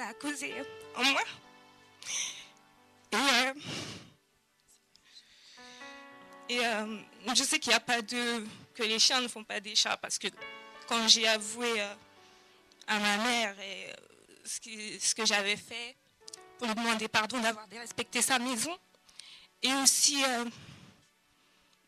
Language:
French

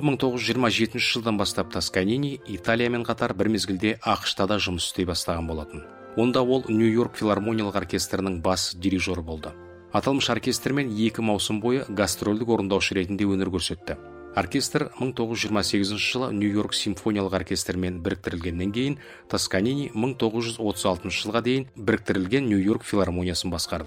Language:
Kazakh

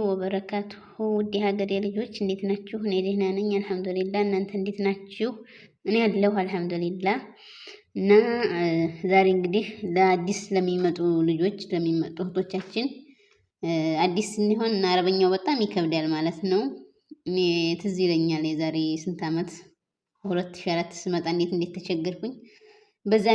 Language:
Amharic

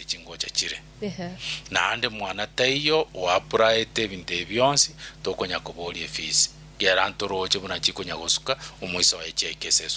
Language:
Gusii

